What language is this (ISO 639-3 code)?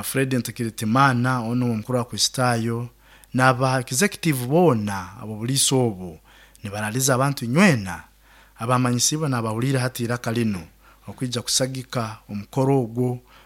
nyo